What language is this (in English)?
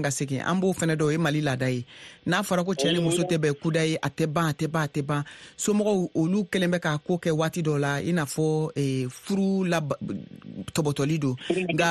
Bambara